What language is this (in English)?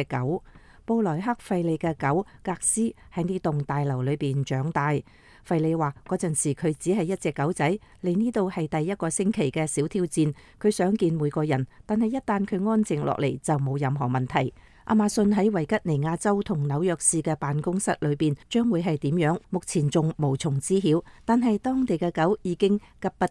Cantonese